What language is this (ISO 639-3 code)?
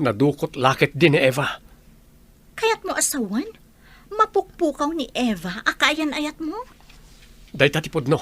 ilo